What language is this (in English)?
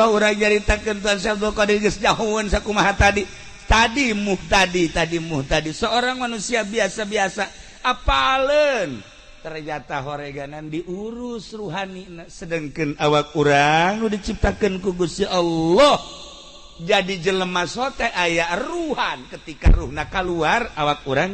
Sundanese